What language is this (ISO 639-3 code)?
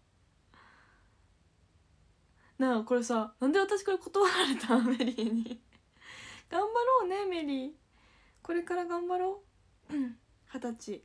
jpn